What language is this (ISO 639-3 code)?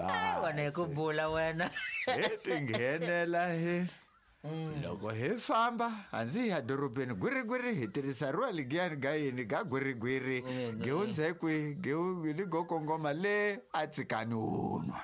tso